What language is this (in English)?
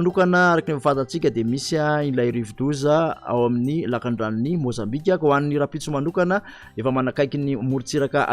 Malagasy